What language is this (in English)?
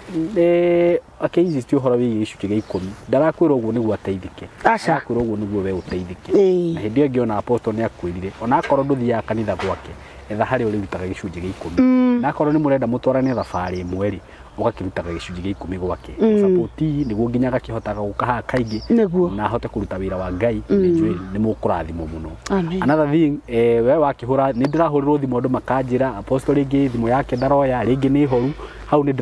Kikuyu